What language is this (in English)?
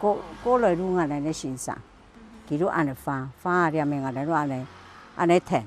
Hakka Chinese